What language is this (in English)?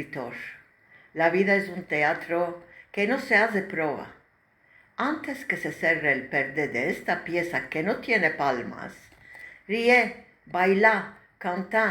Ladino